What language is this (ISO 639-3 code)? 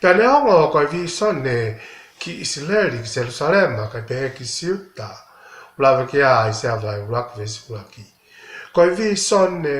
ton